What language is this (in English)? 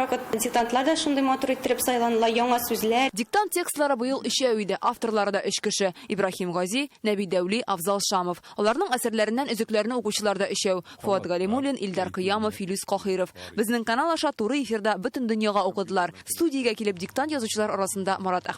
Tatar